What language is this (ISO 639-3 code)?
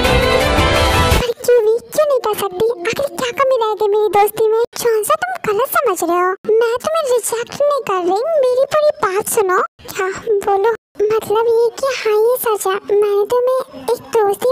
hin